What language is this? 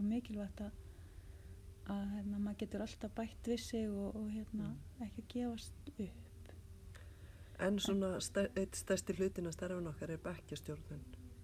Icelandic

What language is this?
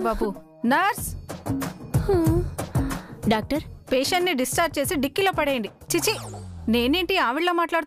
Telugu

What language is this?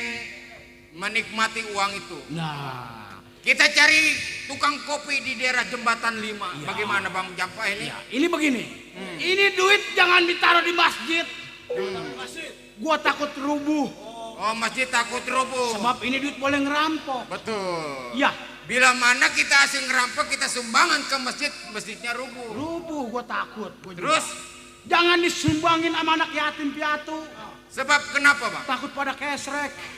Betawi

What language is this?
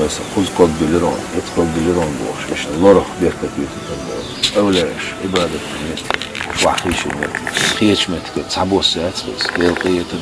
Chechen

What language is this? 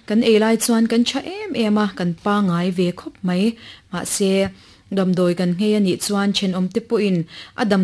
Mizo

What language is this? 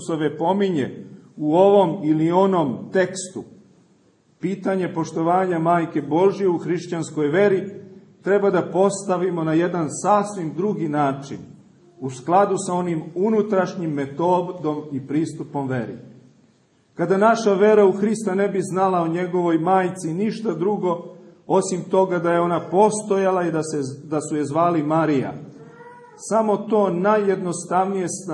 Serbian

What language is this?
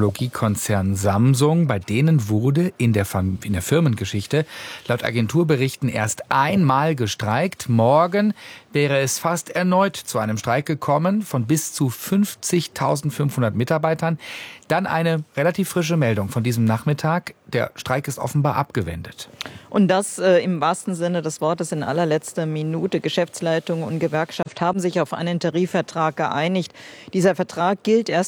German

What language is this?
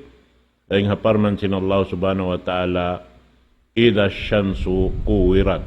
Tausug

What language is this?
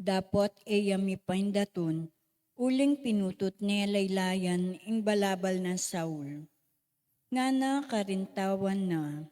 Pampanga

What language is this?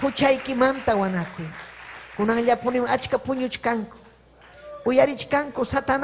Ayacucho Quechua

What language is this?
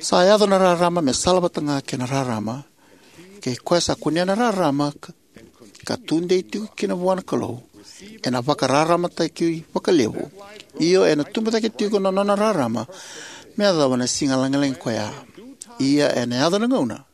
Fijian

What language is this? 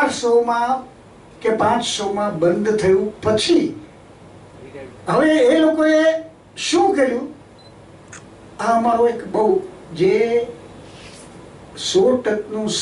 Gujarati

